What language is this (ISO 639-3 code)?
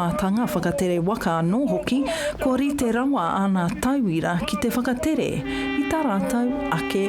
mri